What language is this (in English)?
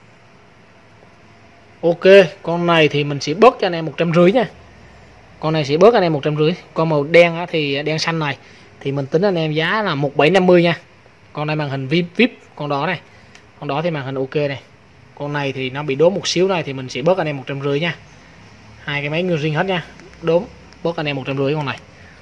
Vietnamese